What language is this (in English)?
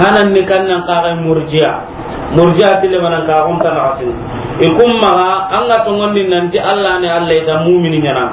Soninke